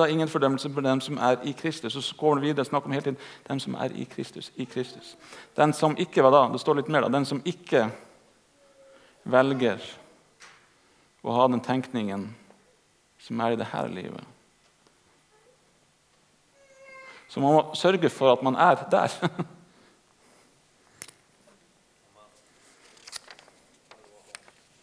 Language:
Norwegian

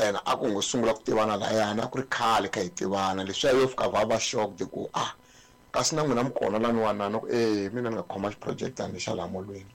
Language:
Tsonga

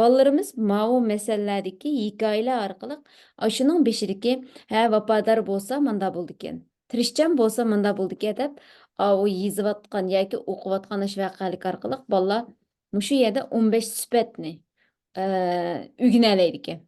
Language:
Uyghur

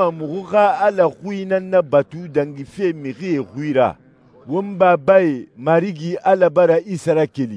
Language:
Susu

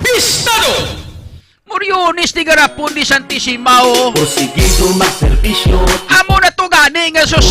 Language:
Hiligaynon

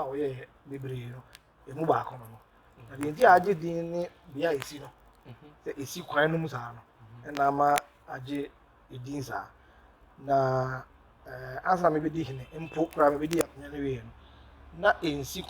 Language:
Akan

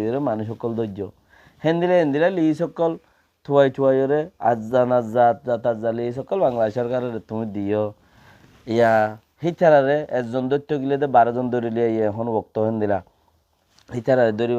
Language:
Rohingya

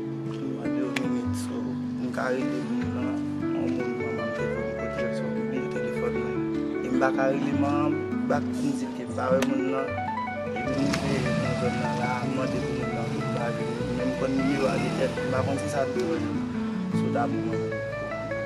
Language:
Haitian Creole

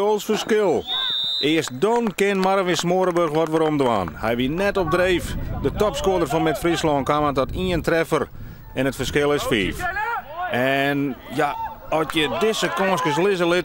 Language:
Western Frisian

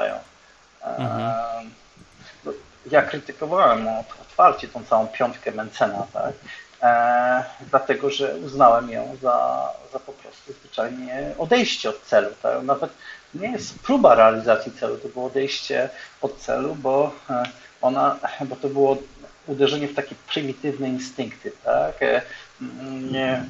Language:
Polish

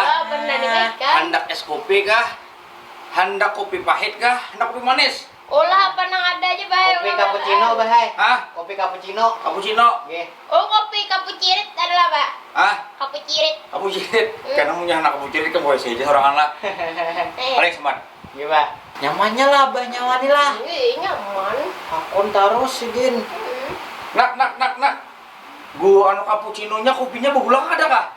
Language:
Banjar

